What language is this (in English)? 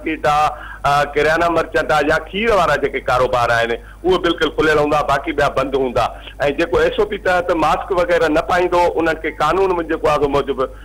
Sindhi